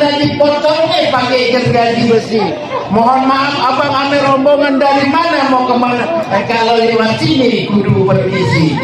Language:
Betawi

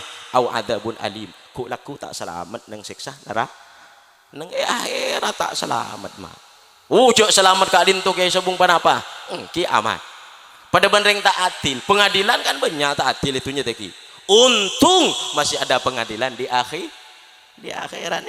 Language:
Madurese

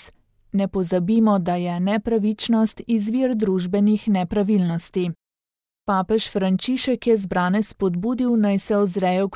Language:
Slovenian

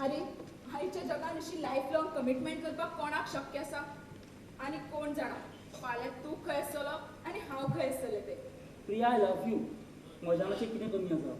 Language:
Konkani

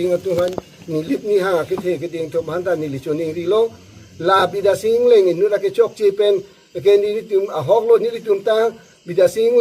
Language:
Karbi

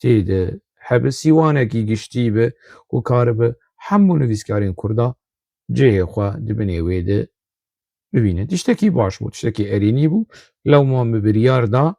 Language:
Kurdish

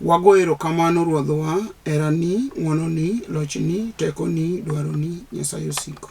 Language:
Luo (Kenya and Tanzania)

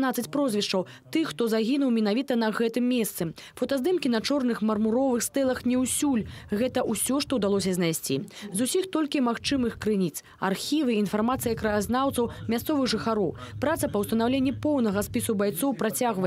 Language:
Belarusian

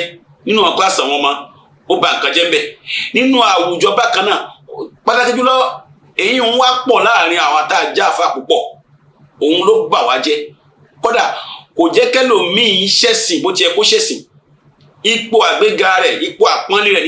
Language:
Yoruba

